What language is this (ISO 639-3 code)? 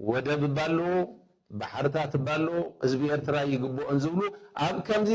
tir